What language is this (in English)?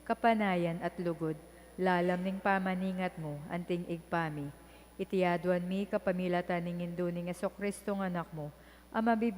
Pampanga